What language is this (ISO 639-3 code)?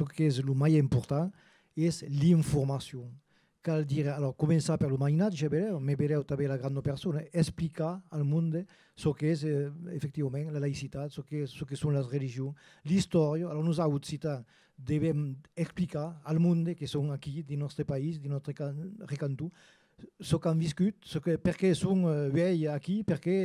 oci